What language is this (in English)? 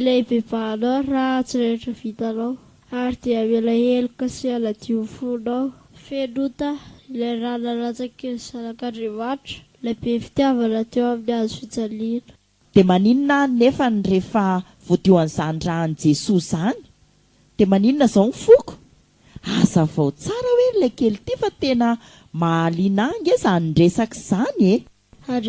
Malagasy